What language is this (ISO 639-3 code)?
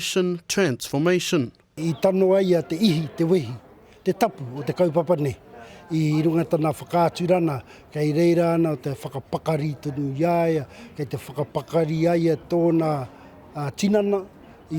mri